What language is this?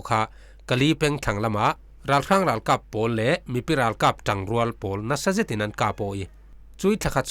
Falam Chin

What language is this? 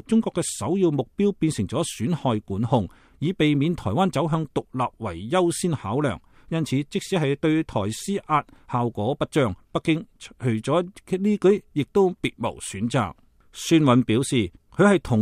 Cantonese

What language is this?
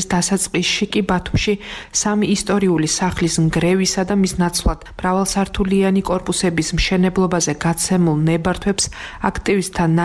Georgian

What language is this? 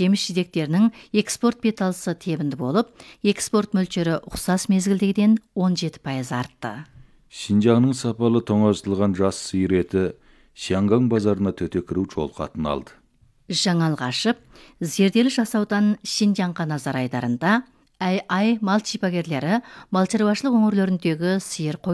Kazakh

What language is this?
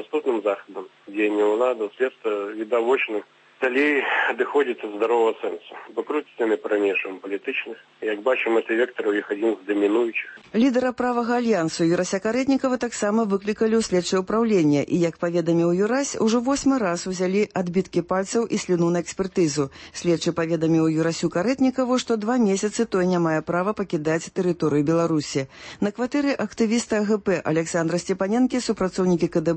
Belarusian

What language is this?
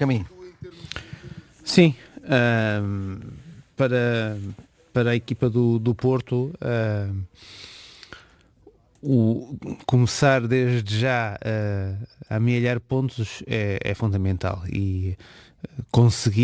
Portuguese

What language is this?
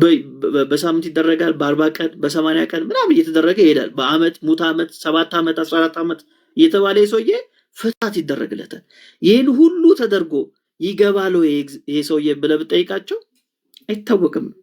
Amharic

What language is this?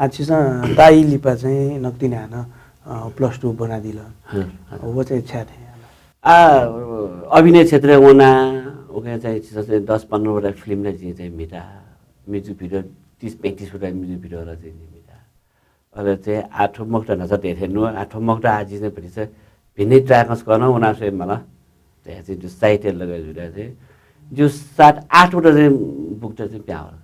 Newari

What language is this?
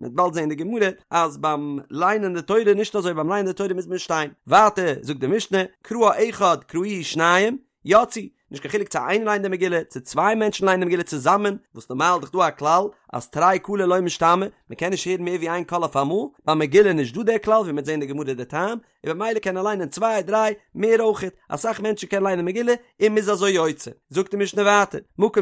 Yiddish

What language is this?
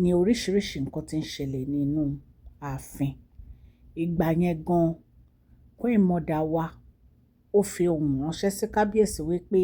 Yoruba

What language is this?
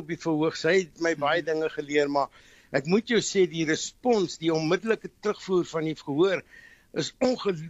Afrikaans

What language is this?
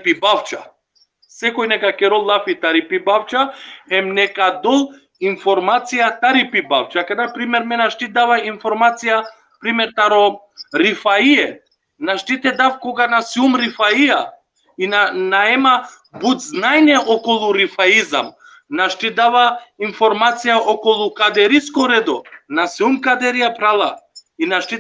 Balkan Romani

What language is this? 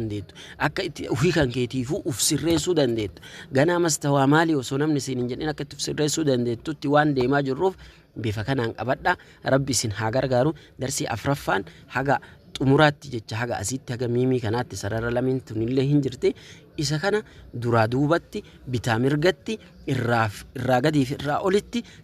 Oromo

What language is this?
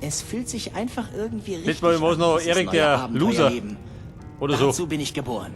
Bavarian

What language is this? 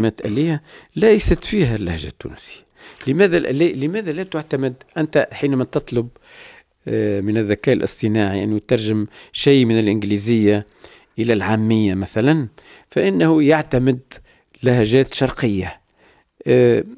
Tunisian Arabic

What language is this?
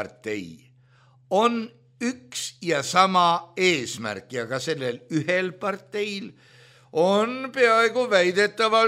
Estonian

